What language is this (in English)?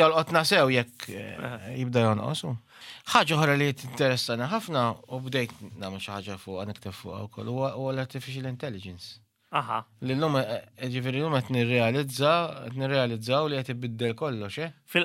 Maltese